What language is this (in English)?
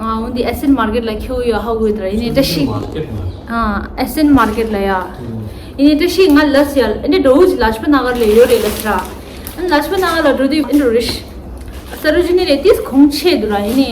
Tibetan